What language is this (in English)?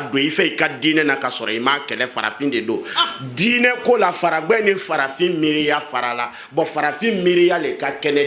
Bambara